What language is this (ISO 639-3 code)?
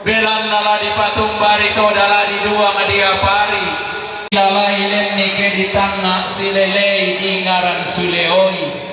sda